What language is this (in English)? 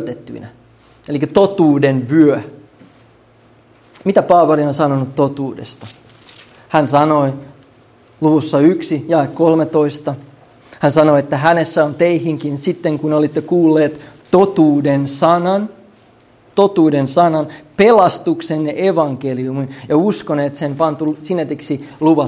Finnish